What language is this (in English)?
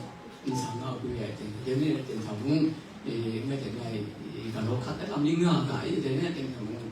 Kachin